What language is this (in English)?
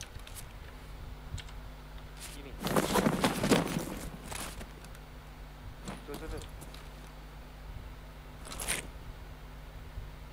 Malay